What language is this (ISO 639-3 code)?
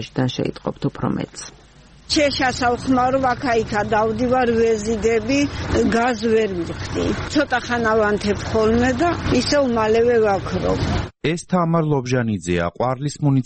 kat